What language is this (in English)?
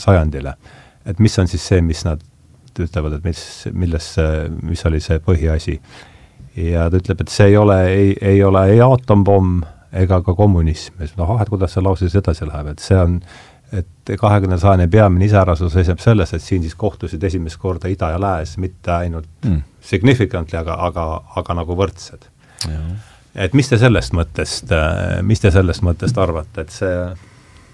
Estonian